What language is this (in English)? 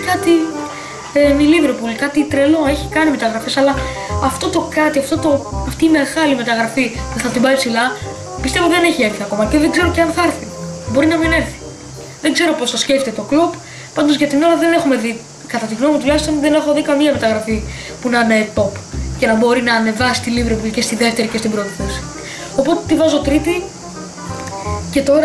Greek